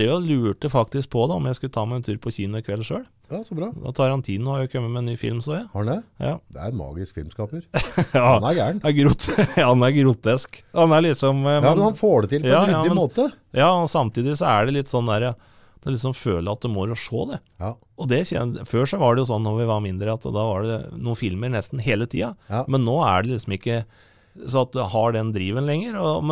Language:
Norwegian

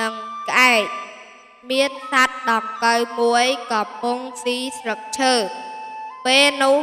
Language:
Khmer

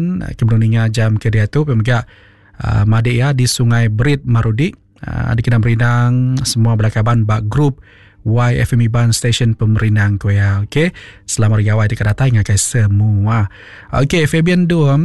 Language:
Iban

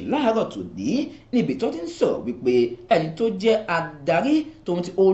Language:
Yoruba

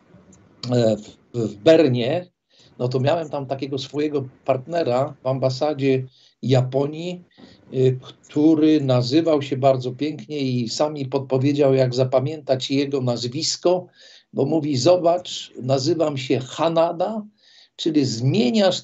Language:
Polish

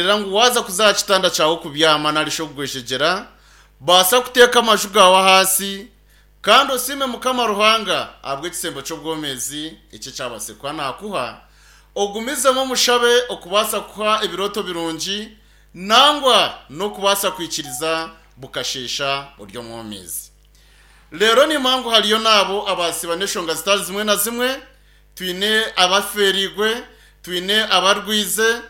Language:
Nyankole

